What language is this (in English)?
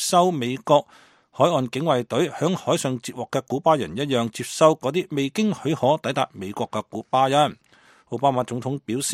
Cantonese